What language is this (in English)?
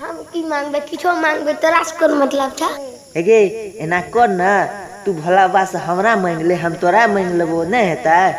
Maithili